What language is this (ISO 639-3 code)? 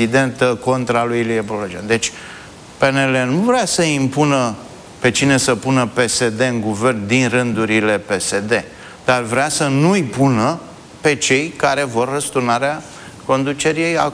ron